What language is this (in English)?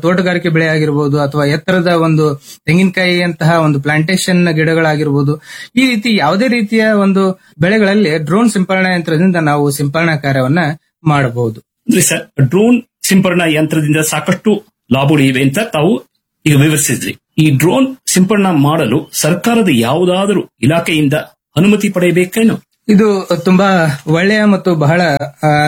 Kannada